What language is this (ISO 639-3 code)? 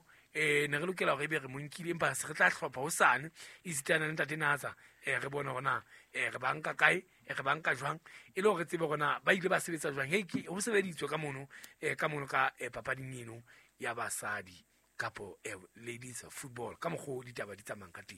sot